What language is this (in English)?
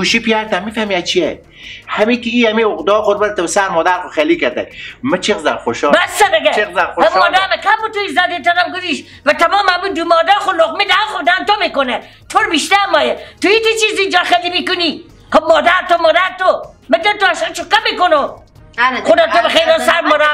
Persian